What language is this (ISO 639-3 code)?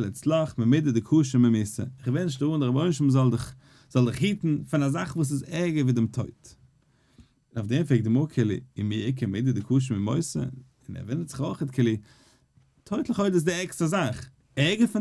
yid